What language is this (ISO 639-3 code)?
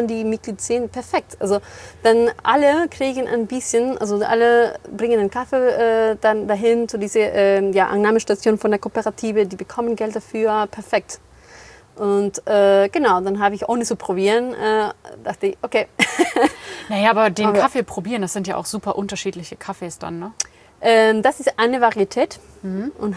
deu